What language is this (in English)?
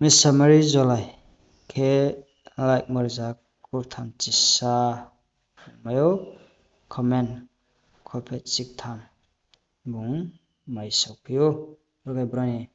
Riang (India)